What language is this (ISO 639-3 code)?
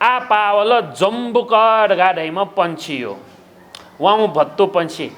new